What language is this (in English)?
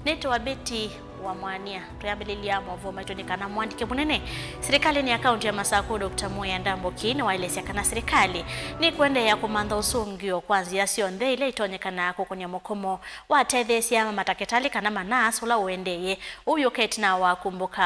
Kamba